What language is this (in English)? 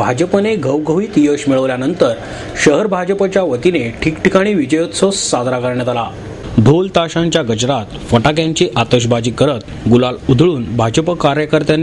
Marathi